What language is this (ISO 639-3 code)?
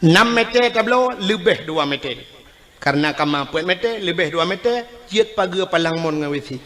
ace